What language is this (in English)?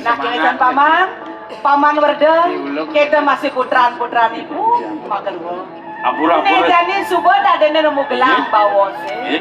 Balinese